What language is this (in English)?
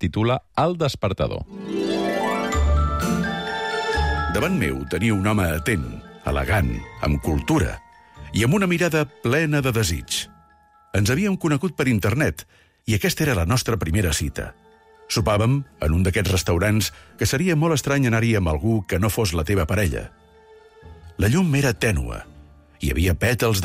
Catalan